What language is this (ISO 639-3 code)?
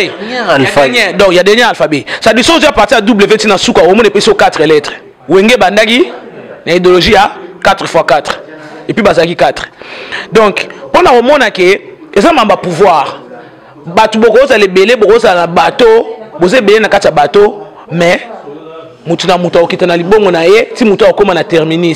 lin